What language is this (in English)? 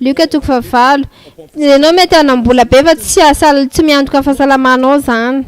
Malagasy